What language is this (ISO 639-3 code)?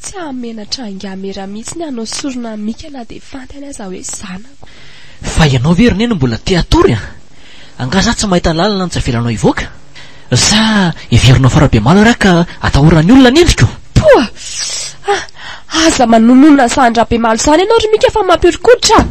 mlg